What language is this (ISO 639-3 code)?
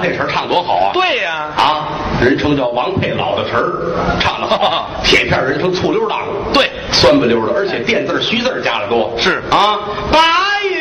zho